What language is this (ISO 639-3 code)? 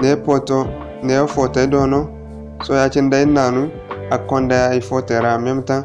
dje